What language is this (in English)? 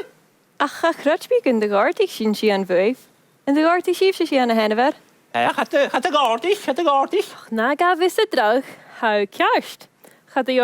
Scottish Gaelic